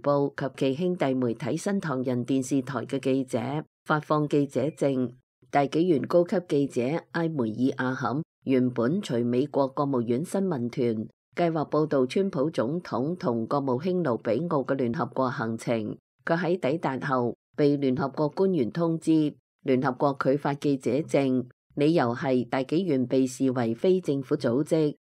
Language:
Cantonese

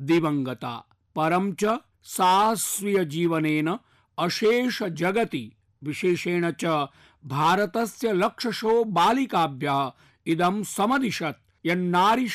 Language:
Sanskrit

